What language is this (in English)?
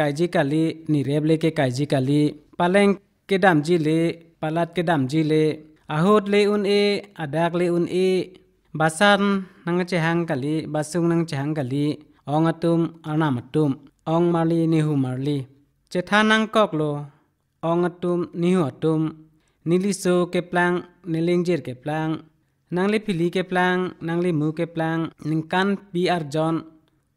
Karbi